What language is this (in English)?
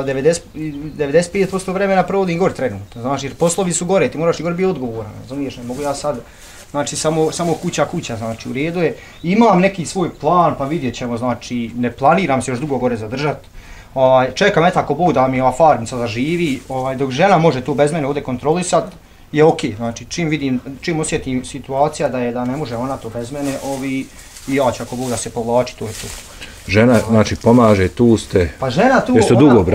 Bosnian